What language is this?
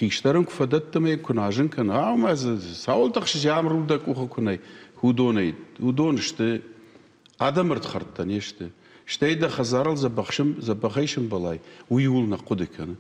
Ossetic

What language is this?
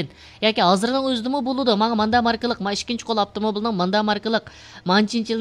Uyghur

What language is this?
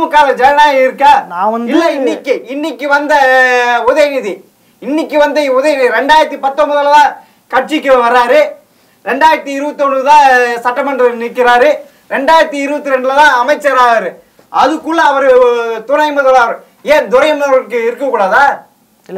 Tamil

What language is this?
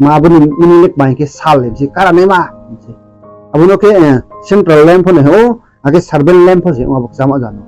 Riang (India)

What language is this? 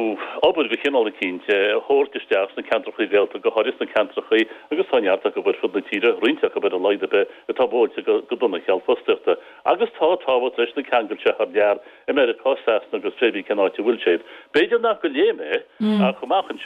Irish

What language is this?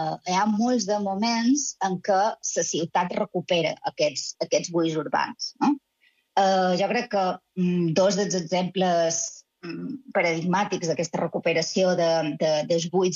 Catalan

